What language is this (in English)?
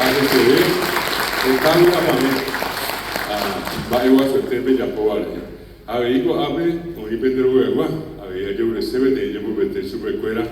Guarani